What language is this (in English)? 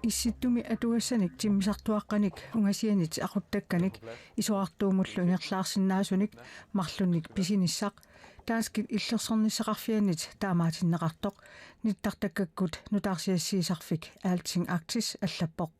Kalaallisut